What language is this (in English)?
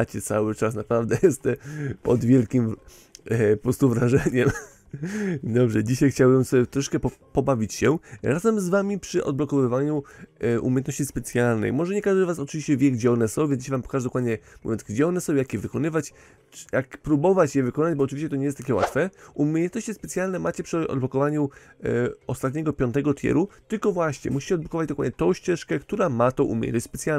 Polish